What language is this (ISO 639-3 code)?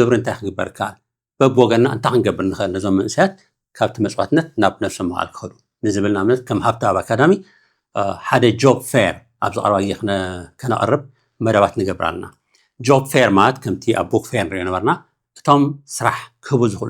tir